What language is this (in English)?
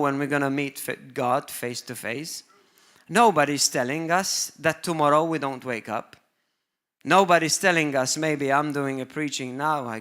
English